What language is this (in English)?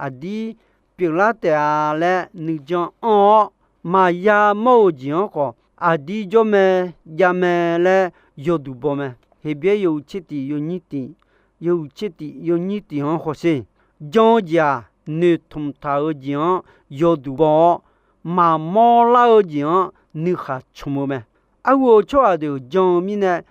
Akha